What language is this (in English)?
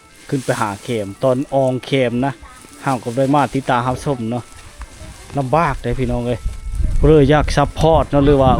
Lao